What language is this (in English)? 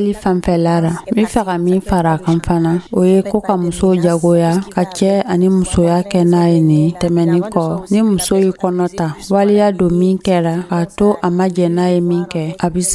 Dyula